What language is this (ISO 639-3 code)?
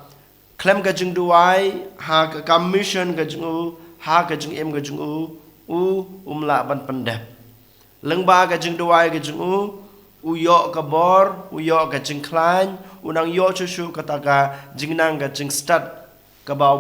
kha